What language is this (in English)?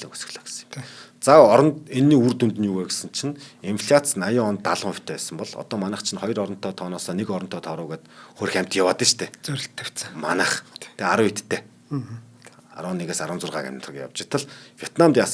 Mongolian